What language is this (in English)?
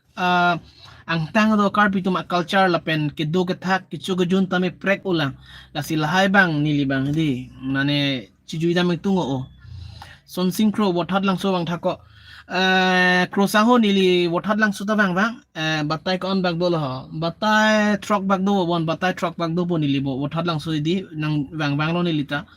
Karbi